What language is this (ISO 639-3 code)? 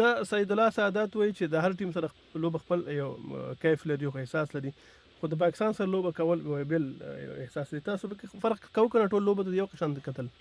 pus